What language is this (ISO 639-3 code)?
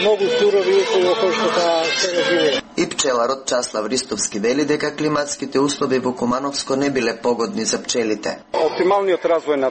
mkd